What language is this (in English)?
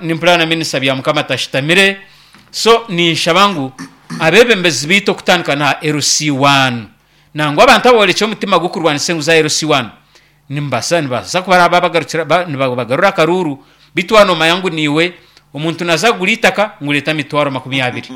Nyankole